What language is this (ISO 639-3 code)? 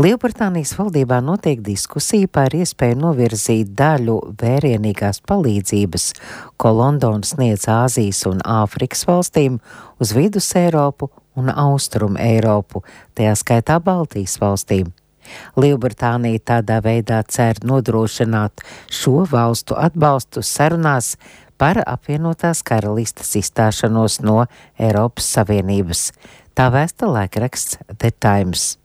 lav